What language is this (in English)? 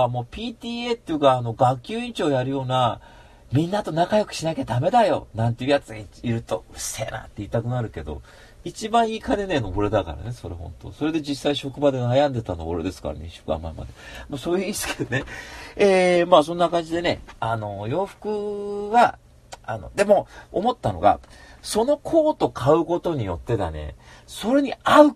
Japanese